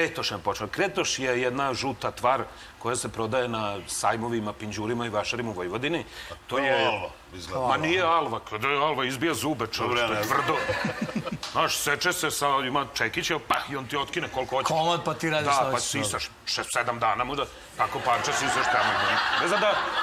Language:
Serbian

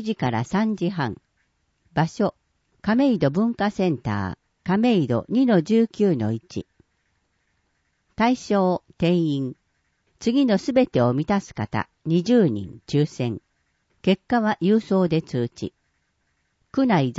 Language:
Japanese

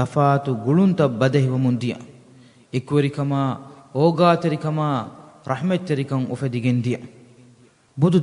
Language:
Divehi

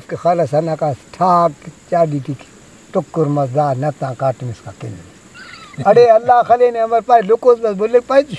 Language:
Brahui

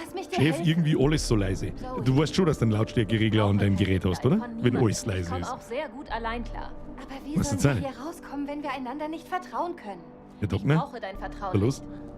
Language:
Bavarian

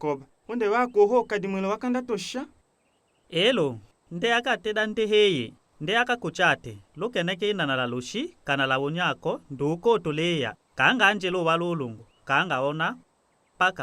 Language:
Tetela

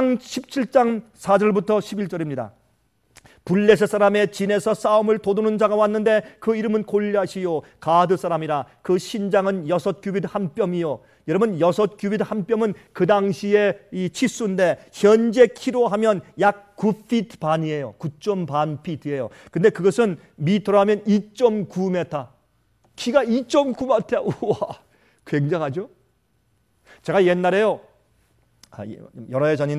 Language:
Korean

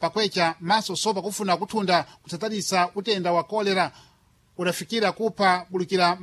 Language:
Sena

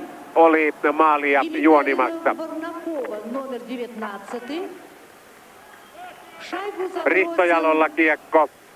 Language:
Finnish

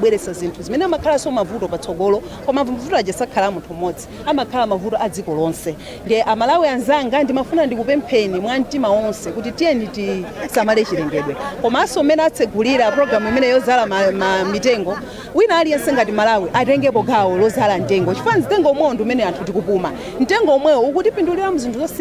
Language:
Nyanja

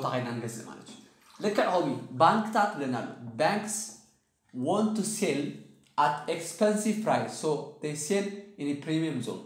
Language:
Tigrinya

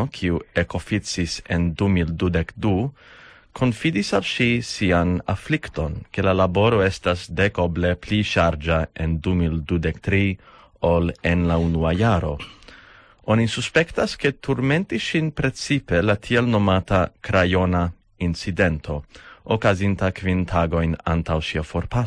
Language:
Esperanto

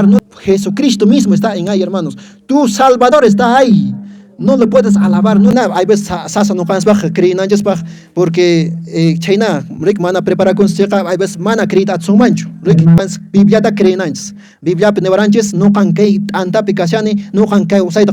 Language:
Quechua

